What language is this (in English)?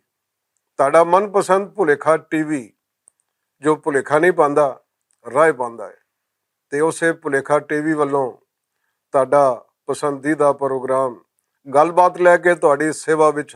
Western Panjabi